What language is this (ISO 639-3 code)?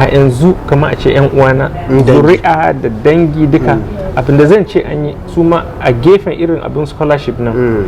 hau